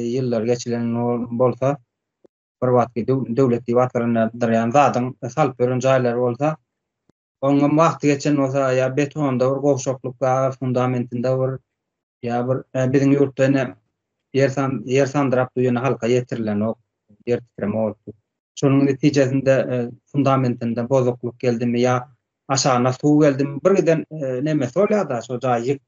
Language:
Turkmen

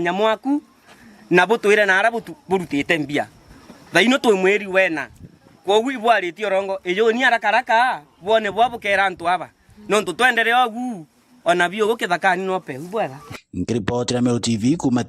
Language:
Meru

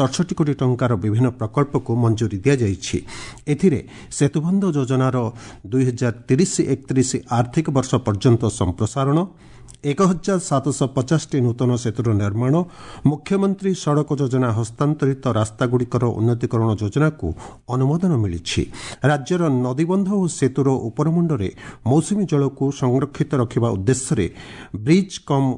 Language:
Odia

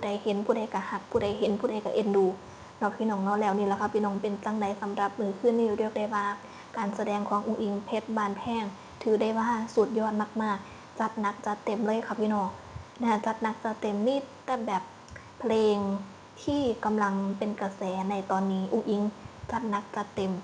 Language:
Northeastern Thai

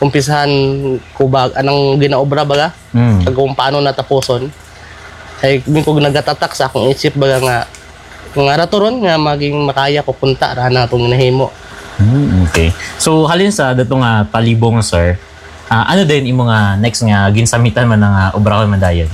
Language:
Hiligaynon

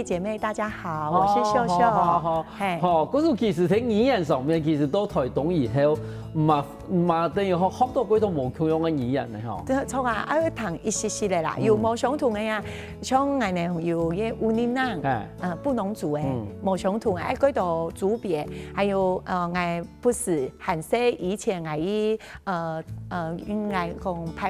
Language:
Hakka Chinese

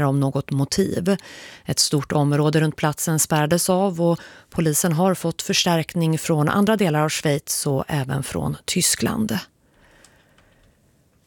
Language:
Swedish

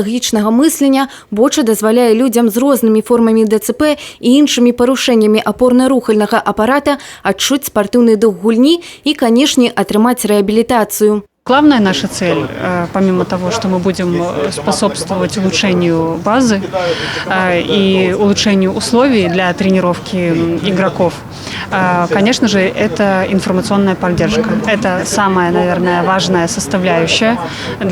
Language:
Belarusian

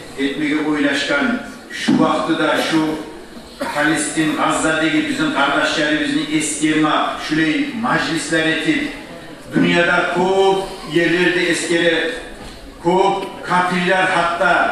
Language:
Kumyk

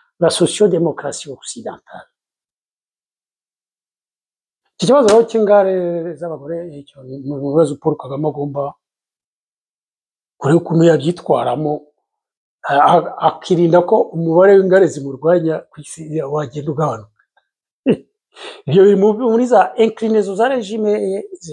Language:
Kinyarwanda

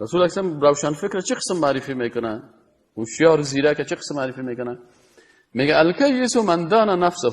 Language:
Persian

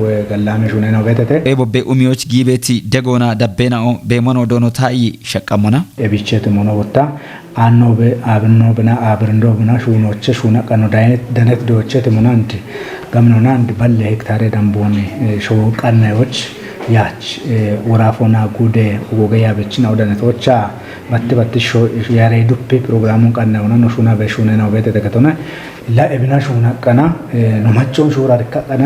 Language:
Kafa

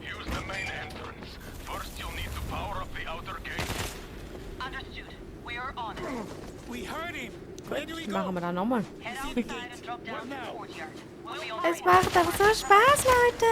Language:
Swiss German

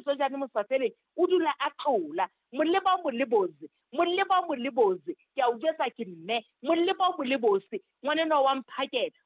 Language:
Southern Sotho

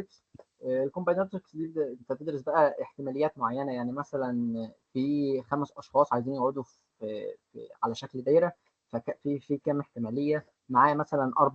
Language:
Egyptian Arabic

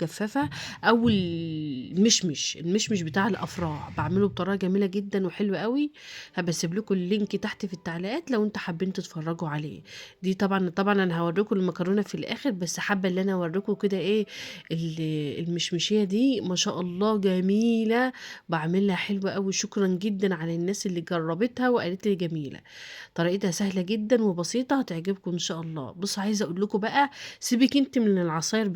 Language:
Egyptian Arabic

